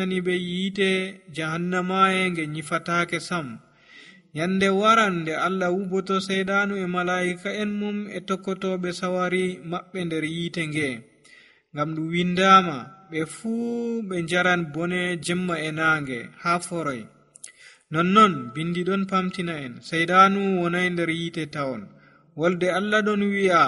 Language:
Nigerian Fulfulde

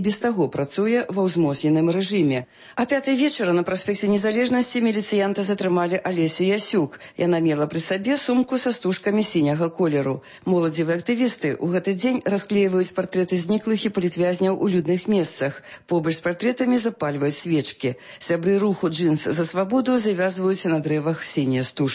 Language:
Belarusian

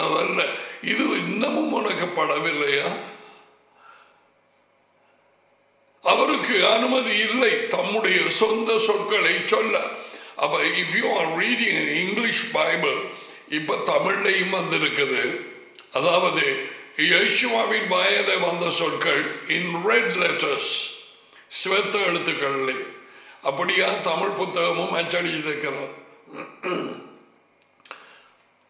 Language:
Tamil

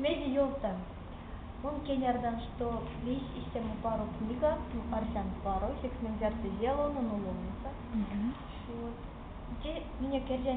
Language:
Erzya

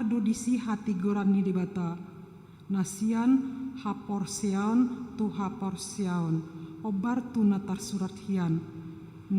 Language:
Batak Toba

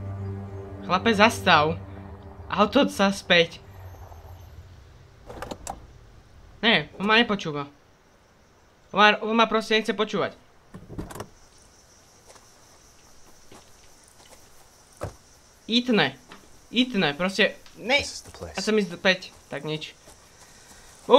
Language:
Slovak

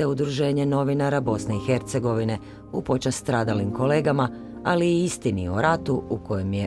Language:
Croatian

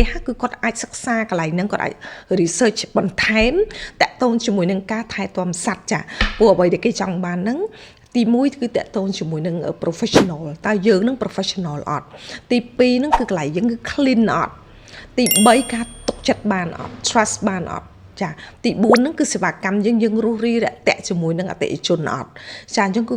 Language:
Khmer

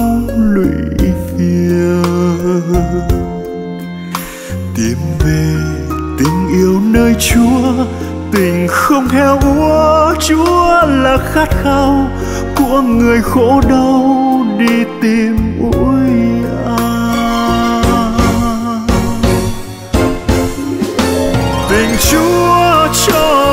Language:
Vietnamese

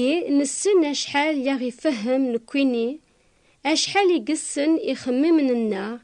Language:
Kabyle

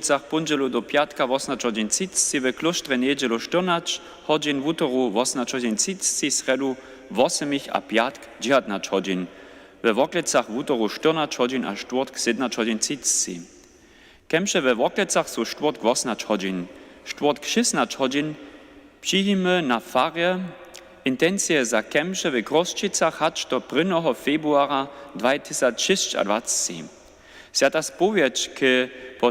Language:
Upper Sorbian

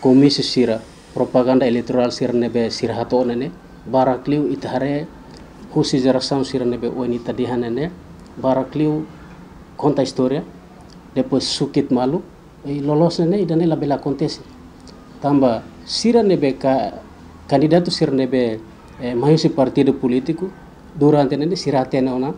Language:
Tetum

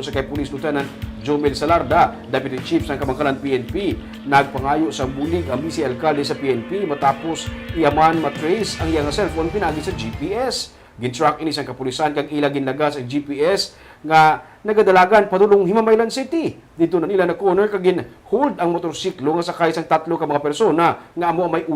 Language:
Hiligaynon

